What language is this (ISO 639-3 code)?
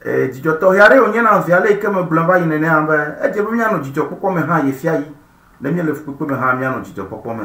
ewe